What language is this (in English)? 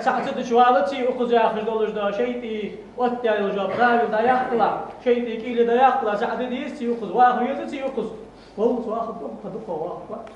Ingush